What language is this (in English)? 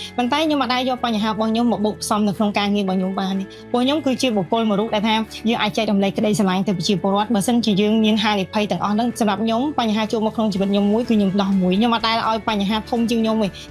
Khmer